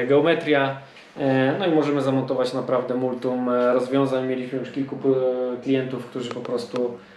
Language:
Polish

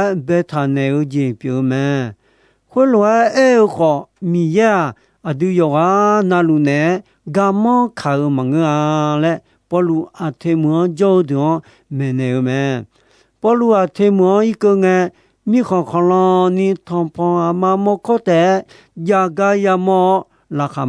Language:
Akha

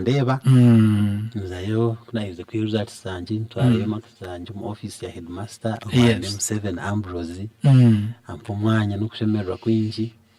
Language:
Nyankole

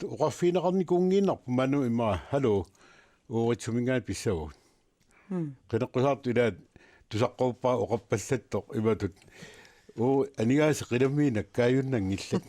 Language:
Kalaallisut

